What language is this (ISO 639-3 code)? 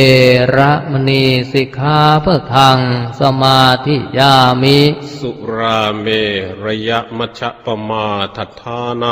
pli